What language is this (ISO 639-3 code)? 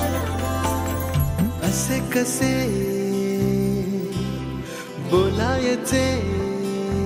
mar